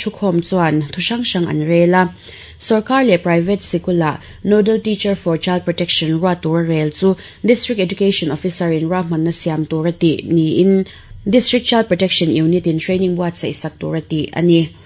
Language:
Mizo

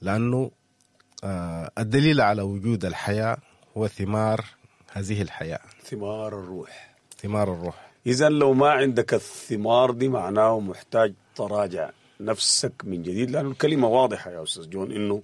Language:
Sudanese Arabic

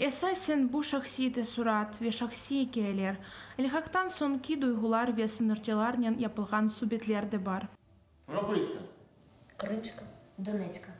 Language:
Crimean Tatar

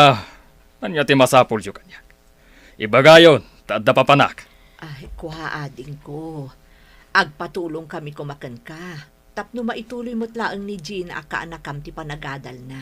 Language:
Iloko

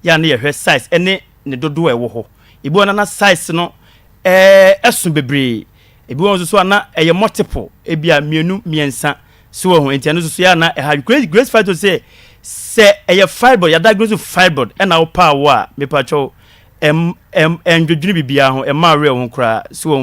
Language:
Akan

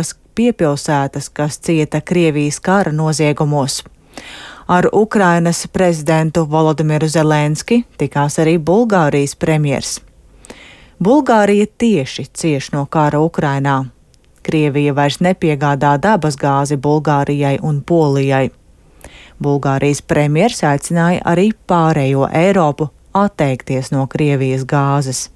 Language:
Latvian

